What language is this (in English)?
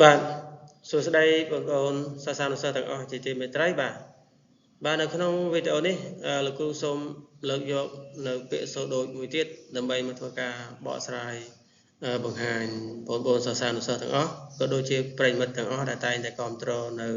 Khmer